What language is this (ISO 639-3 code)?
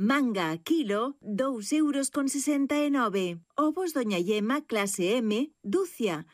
glg